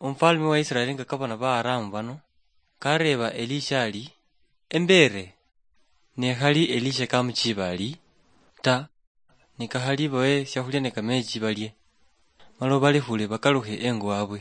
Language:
Luyia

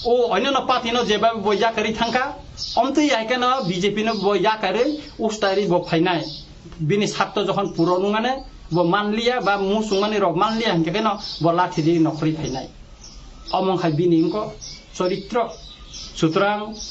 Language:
Kok Borok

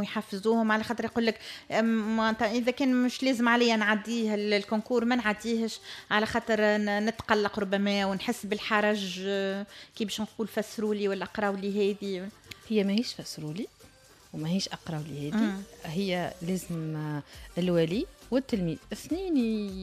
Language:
Tunisian Arabic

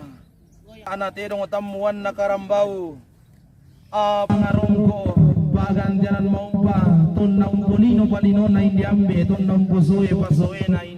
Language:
Toraja-Sa'dan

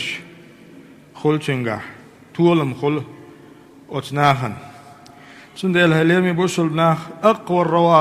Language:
Chechen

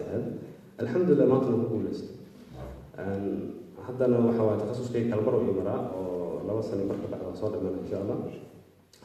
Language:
Somali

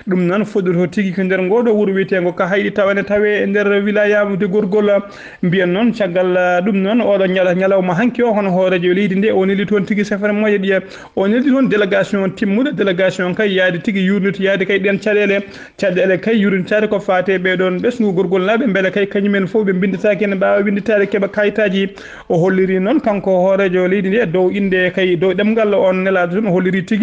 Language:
Fula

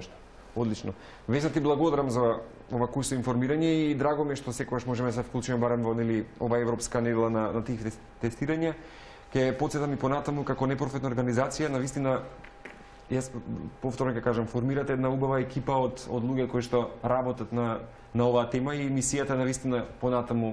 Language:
Macedonian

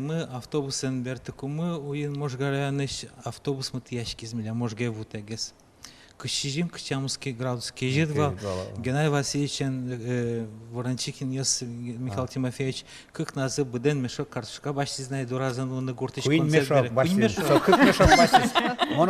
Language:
Udmurt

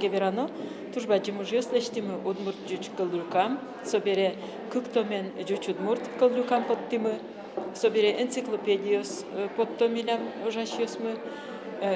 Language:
Udmurt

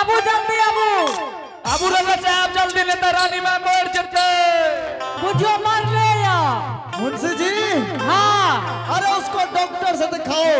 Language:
Angika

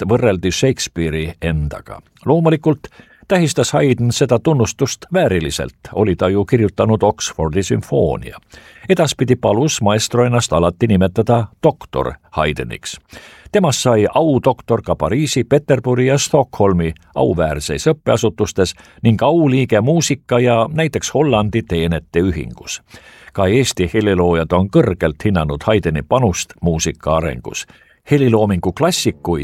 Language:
Estonian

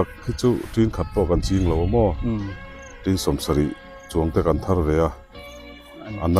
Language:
Biete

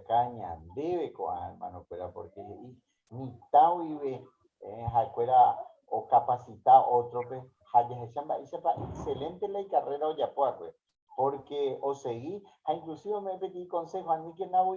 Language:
Guarani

